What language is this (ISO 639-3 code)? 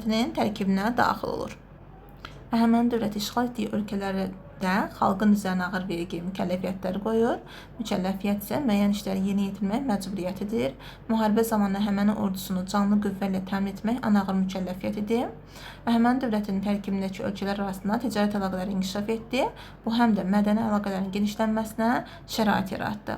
aze